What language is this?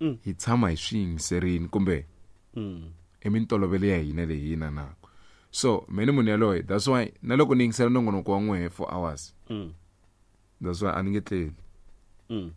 Tsonga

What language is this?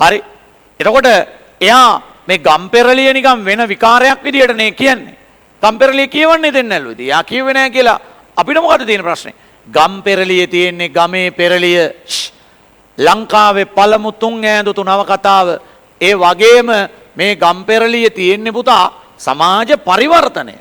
Sinhala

